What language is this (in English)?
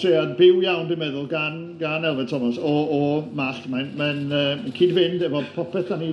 Welsh